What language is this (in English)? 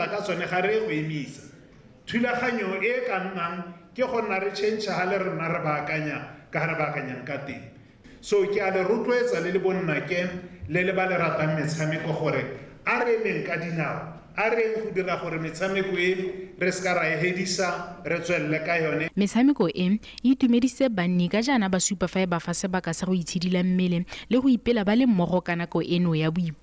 Tswana